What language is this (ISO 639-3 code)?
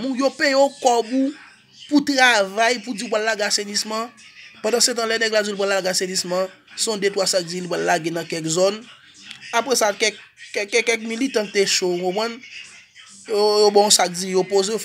hat